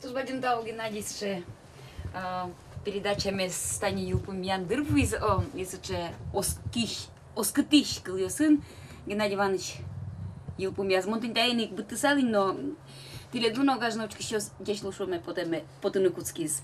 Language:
Udmurt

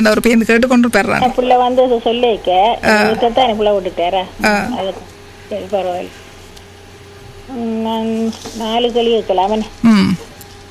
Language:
Tamil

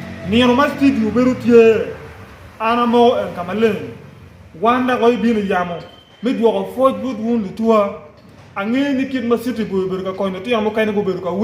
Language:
Acoli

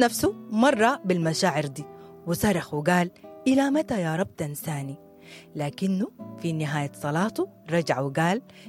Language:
Sudanese Arabic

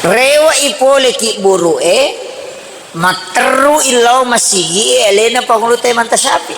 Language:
Buginese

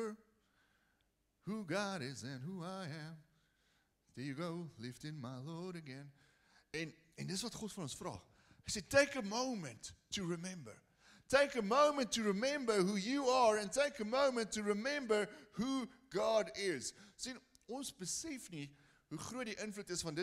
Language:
Afrikaans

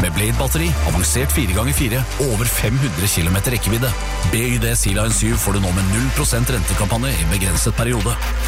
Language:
Norwegian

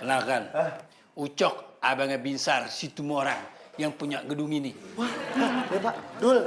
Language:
Betawi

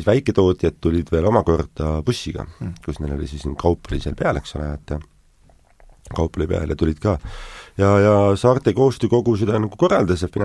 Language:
Estonian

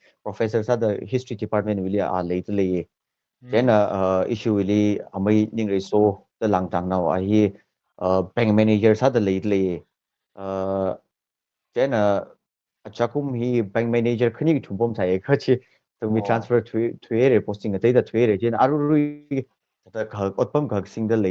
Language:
Tangkhul Naga (India)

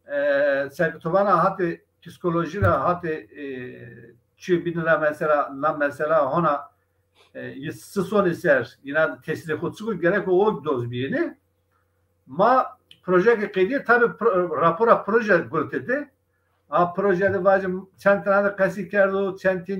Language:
Zaza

